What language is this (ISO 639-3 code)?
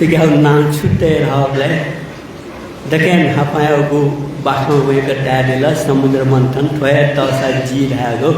new